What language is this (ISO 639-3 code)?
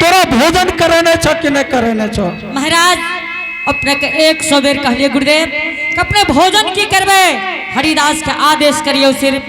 anp